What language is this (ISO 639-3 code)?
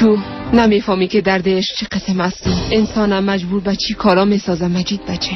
fas